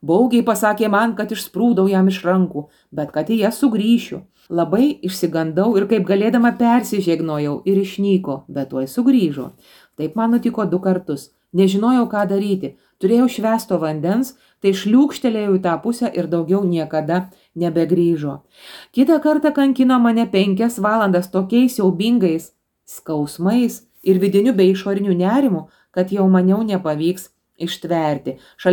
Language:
Lithuanian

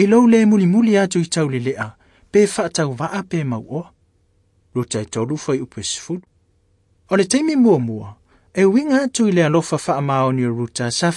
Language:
Samoan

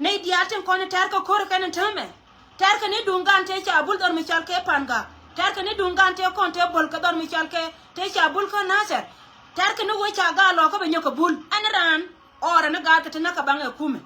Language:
Nuer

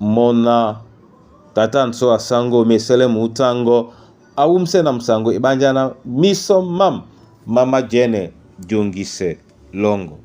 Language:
Duala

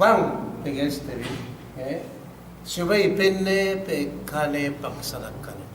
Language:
Yakan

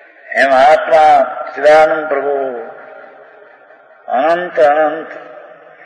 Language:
Gujarati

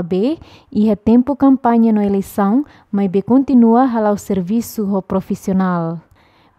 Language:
Tetum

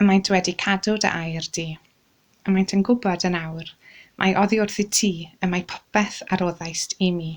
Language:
Welsh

